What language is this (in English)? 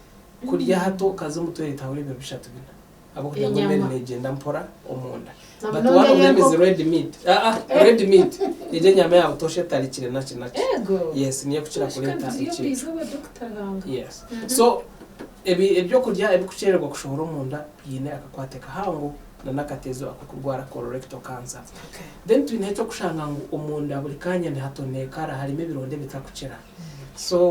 Nyankole